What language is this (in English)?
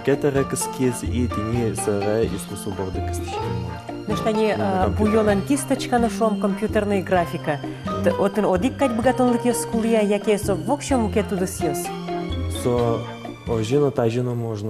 Udmurt